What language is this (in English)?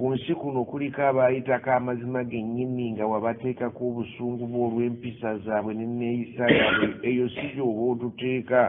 Ganda